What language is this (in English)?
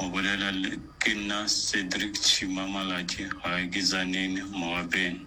Northern Sotho